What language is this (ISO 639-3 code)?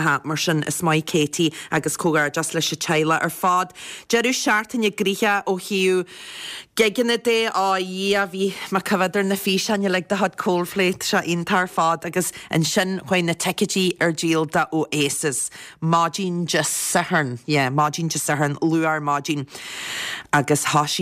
gle